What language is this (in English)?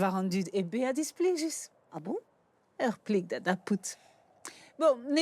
Breton